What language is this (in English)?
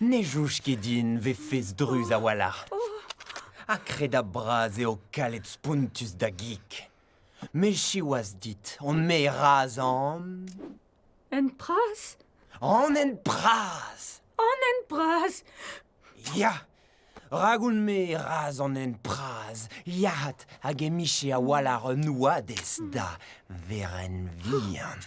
Breton